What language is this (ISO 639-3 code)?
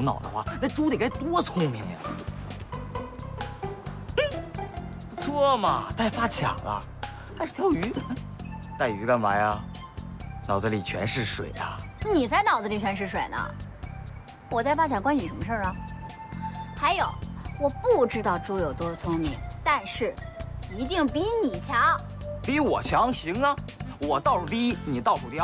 zho